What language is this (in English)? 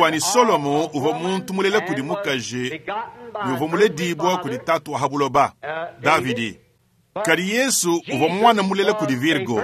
Luba-Lulua